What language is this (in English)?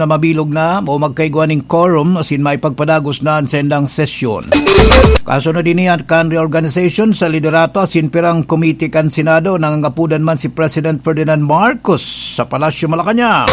Bikol